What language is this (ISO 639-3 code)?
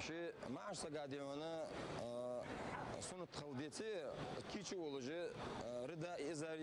inh